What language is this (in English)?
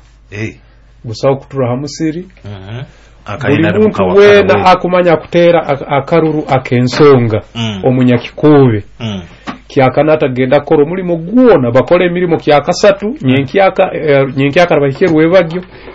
Nyoro